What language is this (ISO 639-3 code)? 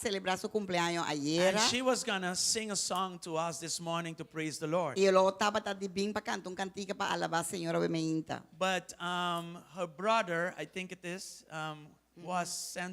pap